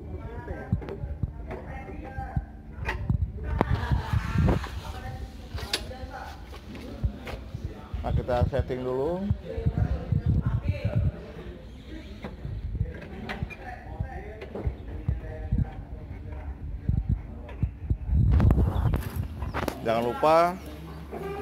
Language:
Indonesian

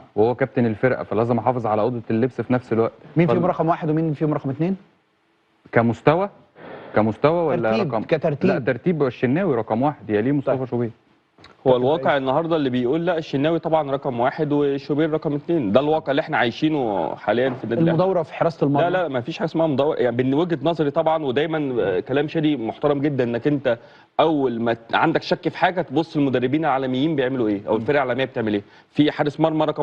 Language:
Egyptian Arabic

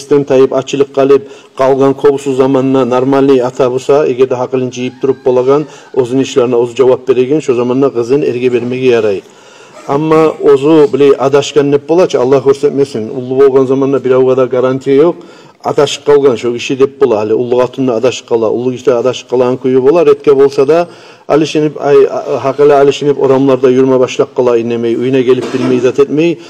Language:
Kumyk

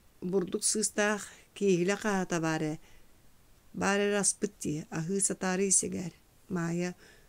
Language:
Yakut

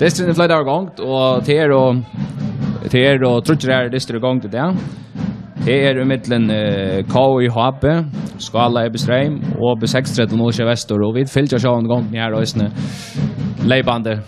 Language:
Faroese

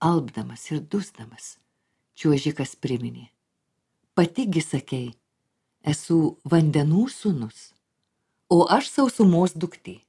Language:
Lithuanian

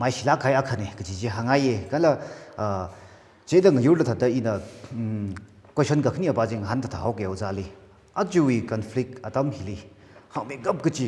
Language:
Tangkhul Naga (India)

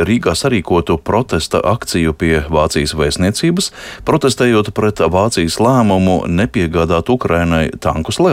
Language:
Latvian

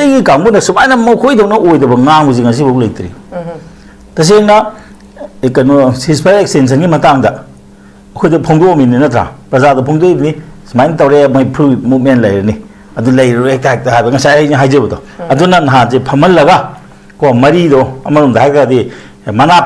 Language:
Manipuri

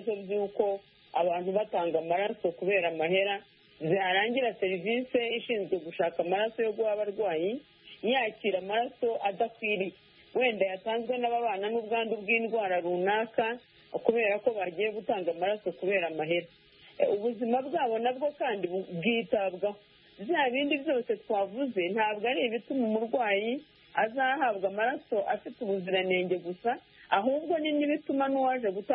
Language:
Kinyarwanda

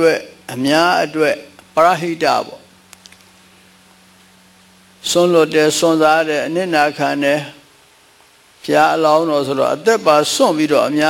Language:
Burmese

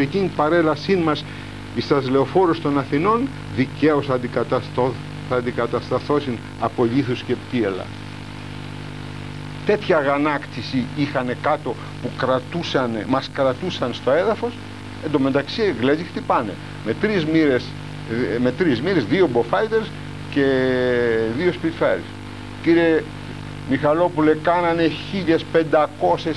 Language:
Greek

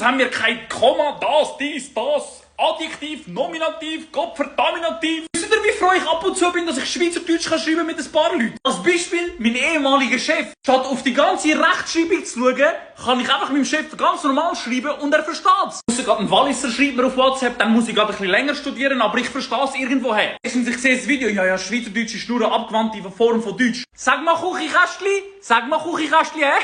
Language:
Swiss German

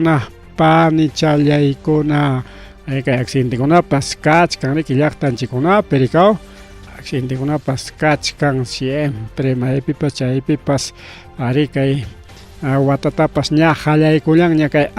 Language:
Ayacucho Quechua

